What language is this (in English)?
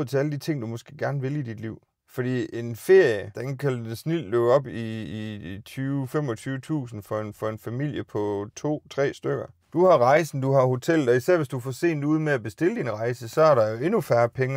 Danish